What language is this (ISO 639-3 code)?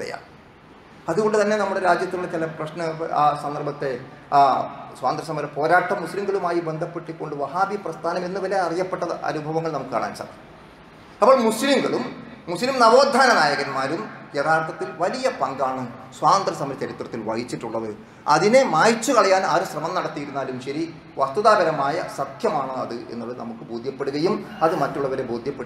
mal